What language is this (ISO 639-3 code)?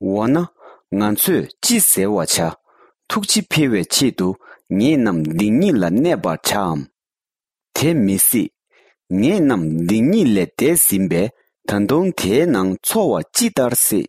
bod